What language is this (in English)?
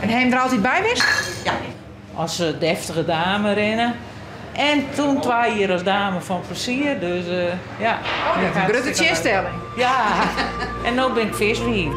Western Frisian